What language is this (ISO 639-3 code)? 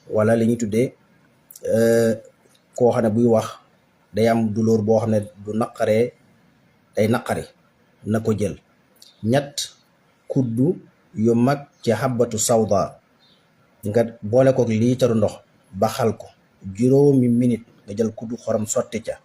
wol